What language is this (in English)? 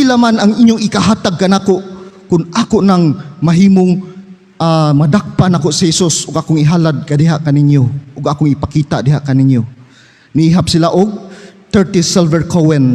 Cebuano